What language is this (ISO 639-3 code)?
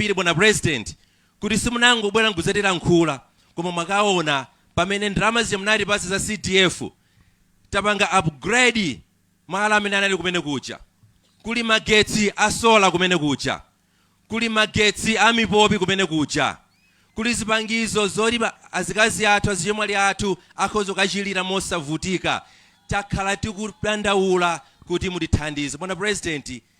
nya